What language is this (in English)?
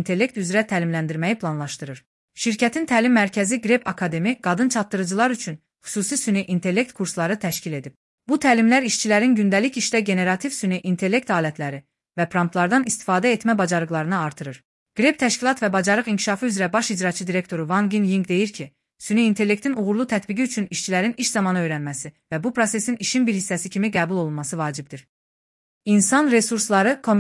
Azerbaijani